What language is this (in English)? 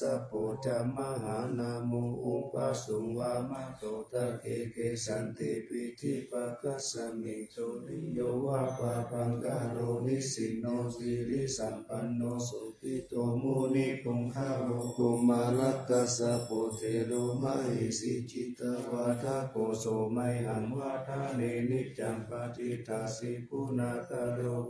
Pali